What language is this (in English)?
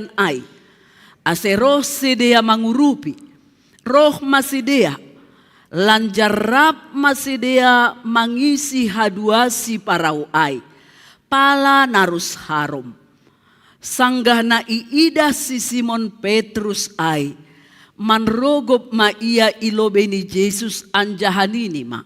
Batak Simalungun